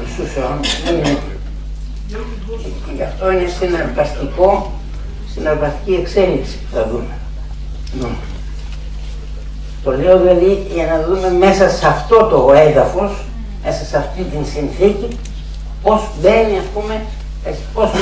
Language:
Greek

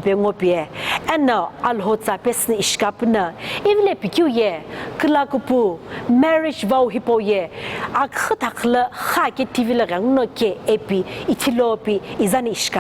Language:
Sumi Naga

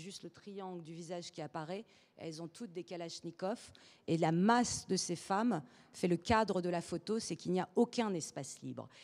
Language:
French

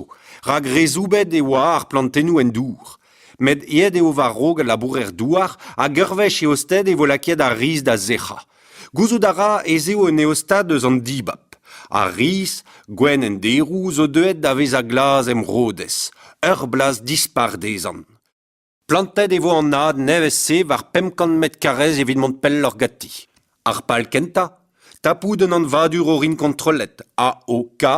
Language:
Breton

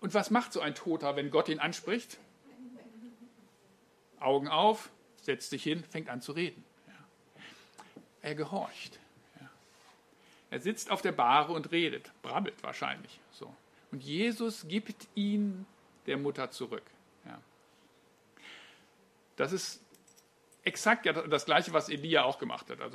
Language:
German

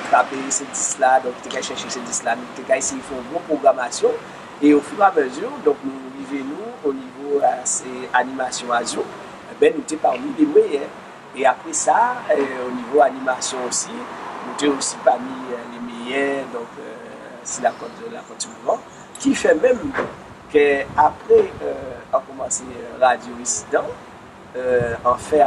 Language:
Guadeloupean Creole French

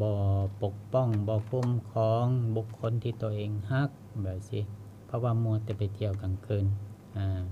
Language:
Lao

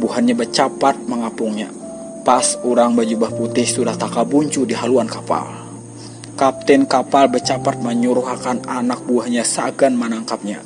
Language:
Banjar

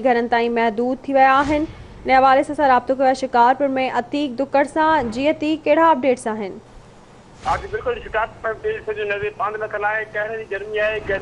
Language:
Sindhi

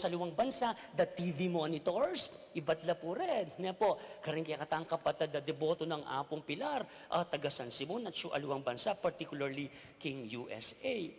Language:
Pampanga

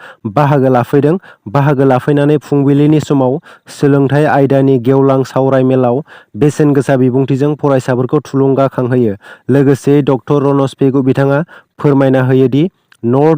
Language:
Bodo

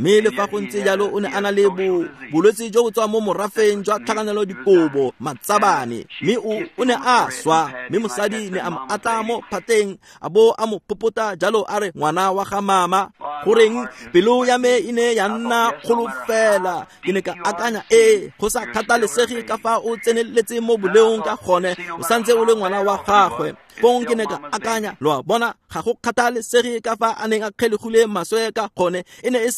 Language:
Tswana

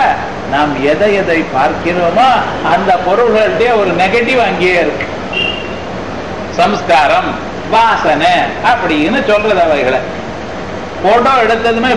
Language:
Tamil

